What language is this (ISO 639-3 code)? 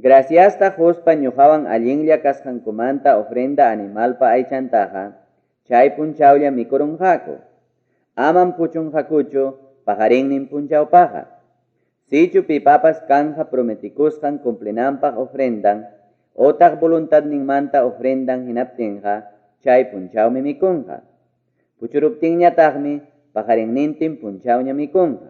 quy